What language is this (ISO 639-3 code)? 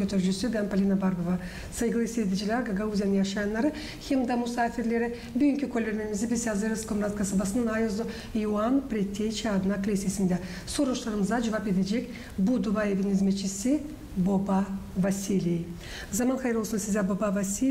gag